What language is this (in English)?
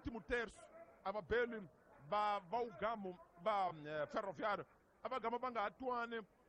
Tsonga